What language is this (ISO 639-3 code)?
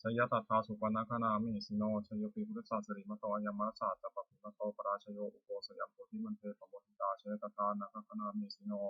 pli